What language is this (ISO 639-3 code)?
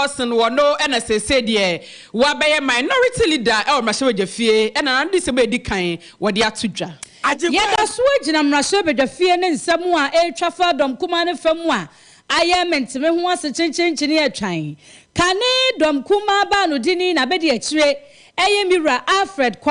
aka